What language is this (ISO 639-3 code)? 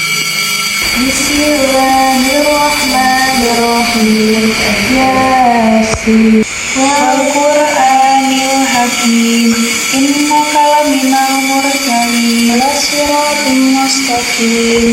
sun